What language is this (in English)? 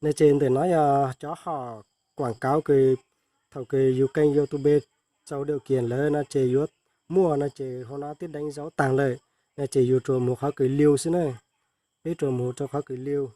Hmong